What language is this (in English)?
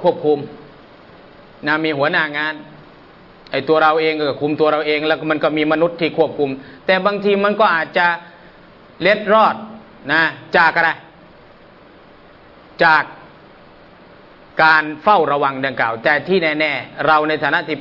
Thai